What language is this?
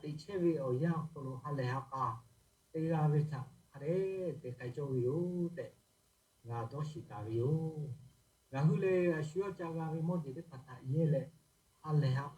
Lahu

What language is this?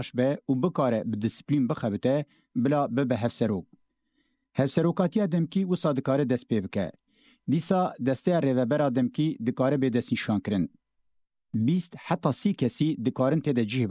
Kurdish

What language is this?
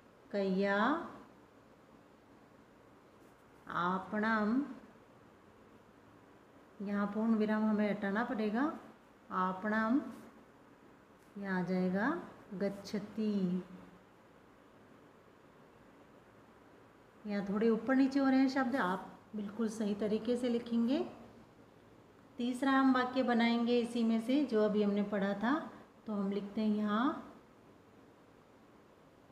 Hindi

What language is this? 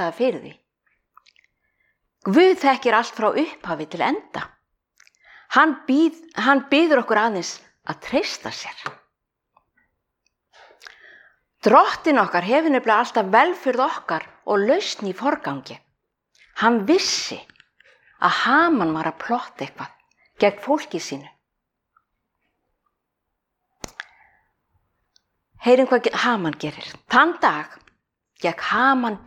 Icelandic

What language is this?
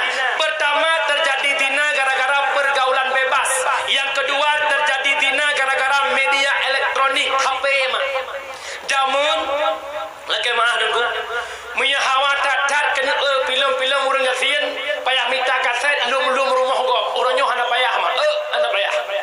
Achinese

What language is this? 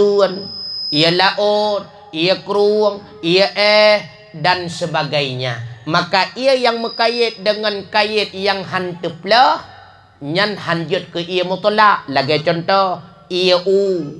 Achinese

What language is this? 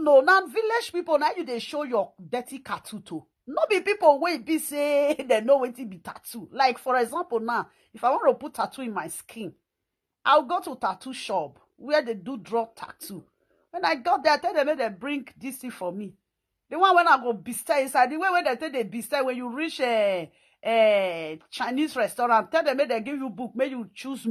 Nigerian Pidgin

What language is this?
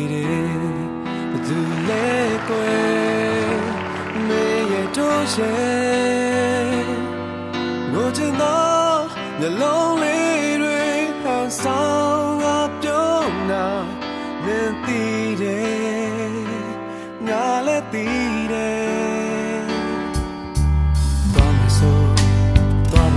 Burmese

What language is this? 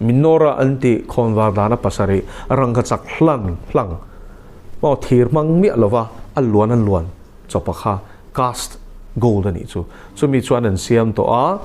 Mizo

